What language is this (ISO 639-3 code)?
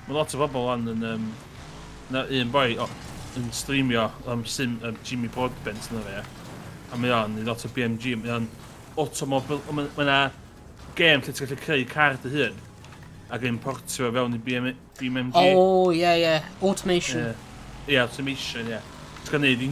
cym